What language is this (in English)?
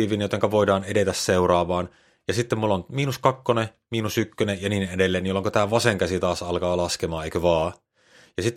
Finnish